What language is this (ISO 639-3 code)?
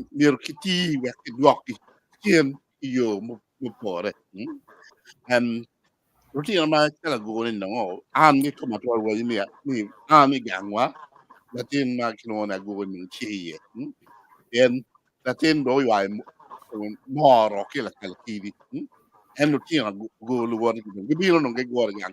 ach